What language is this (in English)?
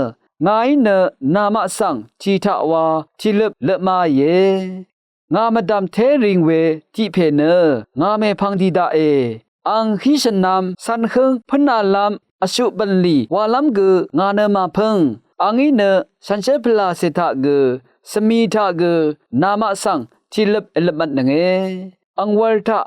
Rawang